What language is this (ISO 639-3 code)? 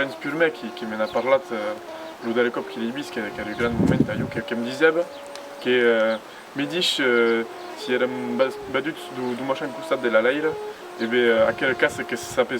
oci